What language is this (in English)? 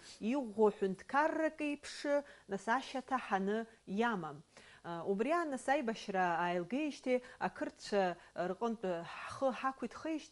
Abkhazian